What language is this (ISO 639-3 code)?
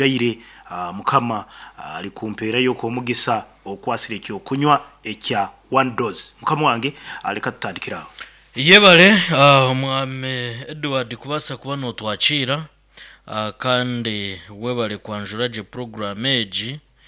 nyn